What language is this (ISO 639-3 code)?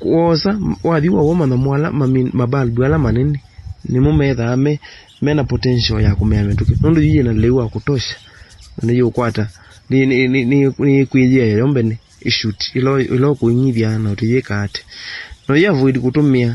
kam